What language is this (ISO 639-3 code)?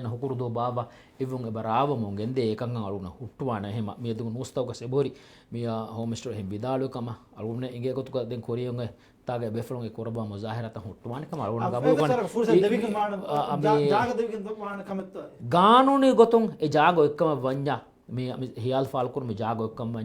div